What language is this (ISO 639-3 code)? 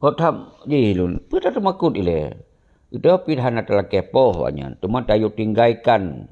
ace